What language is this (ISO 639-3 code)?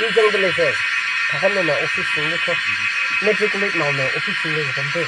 nmf